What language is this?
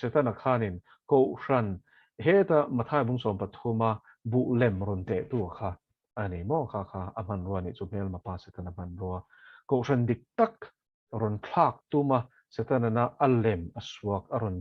Mizo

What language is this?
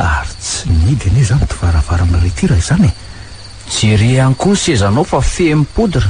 Malagasy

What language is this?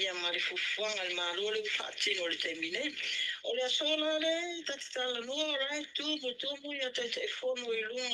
Samoan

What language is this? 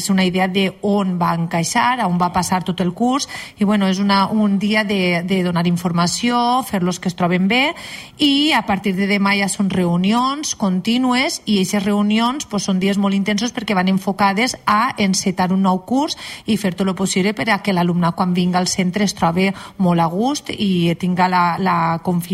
Catalan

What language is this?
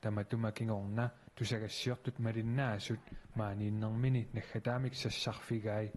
Kalaallisut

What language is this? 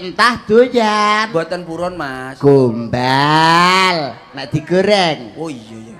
Javanese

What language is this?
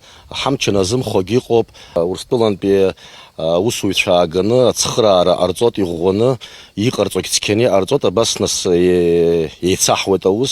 Abkhazian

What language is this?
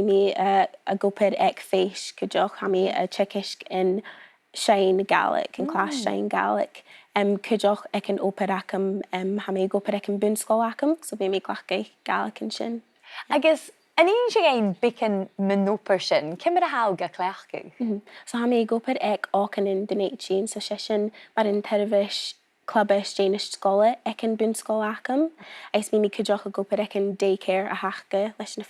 Scottish Gaelic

